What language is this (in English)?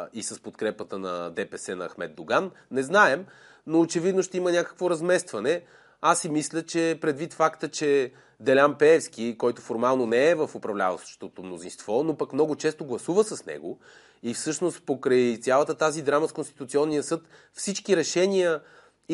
Bulgarian